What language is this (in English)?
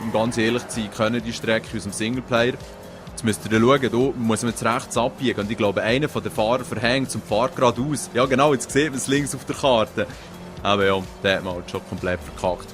Swiss German